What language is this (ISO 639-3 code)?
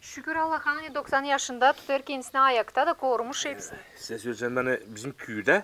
gag